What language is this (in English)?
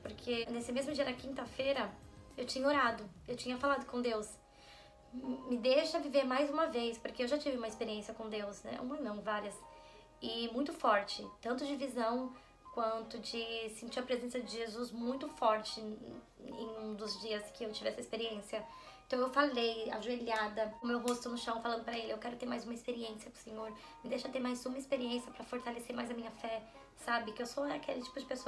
Portuguese